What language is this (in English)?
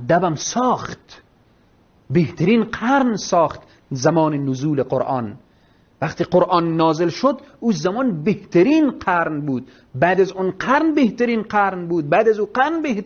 Persian